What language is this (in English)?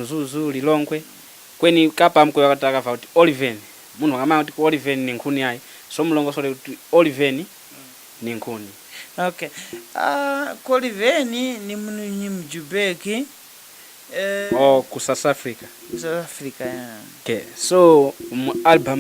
Tumbuka